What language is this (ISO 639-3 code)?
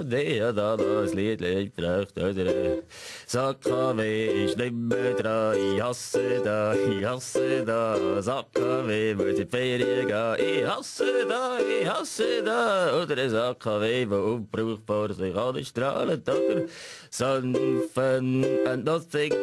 gsw